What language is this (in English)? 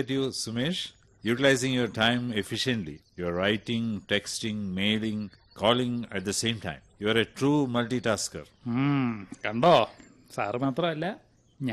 Malayalam